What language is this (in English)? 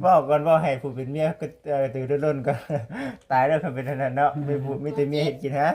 Lao